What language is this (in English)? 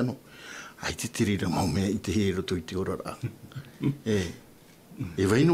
Tahitian